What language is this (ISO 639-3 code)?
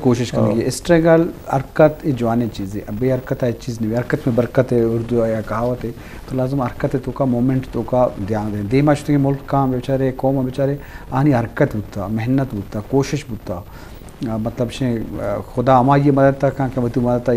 bgp